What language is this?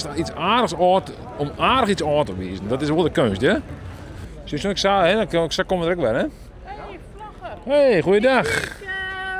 Western Frisian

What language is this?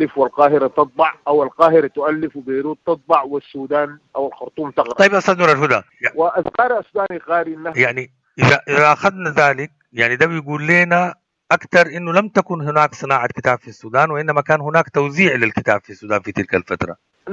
Sudanese Arabic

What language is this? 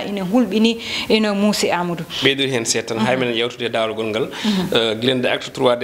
Fula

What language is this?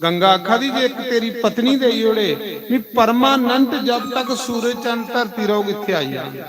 Dogri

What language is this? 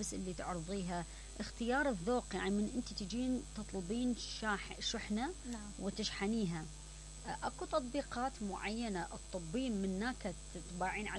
Mesopotamian Arabic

